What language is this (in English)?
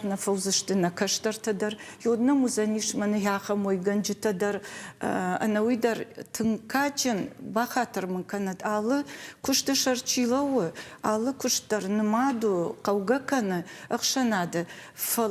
Ossetic